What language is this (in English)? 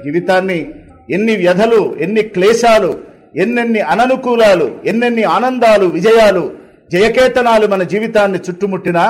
Telugu